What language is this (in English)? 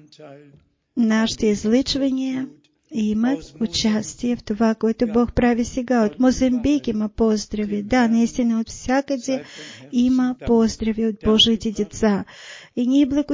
Bulgarian